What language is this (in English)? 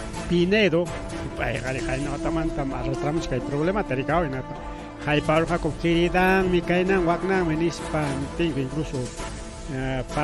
Ayacucho Quechua